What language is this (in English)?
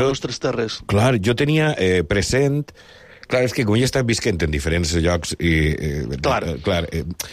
Catalan